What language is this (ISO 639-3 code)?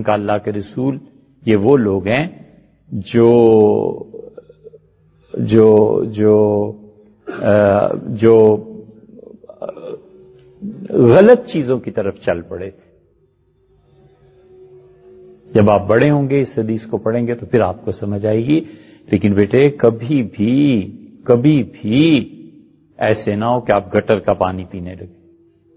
urd